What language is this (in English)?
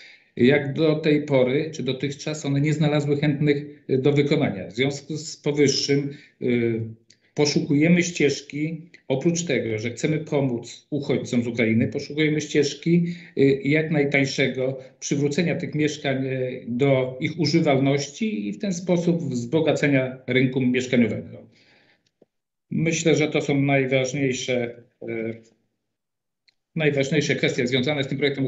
Polish